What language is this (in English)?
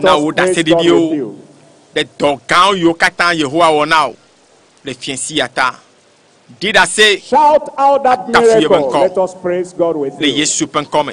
Ewe